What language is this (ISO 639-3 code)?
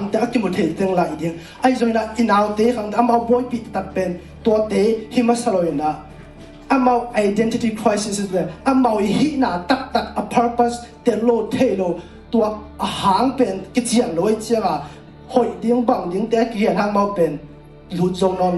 ctd